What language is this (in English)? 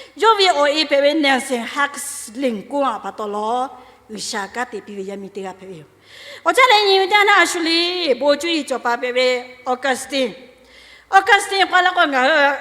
Lahu